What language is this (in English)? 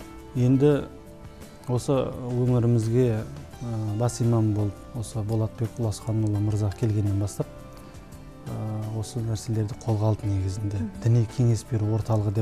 Kazakh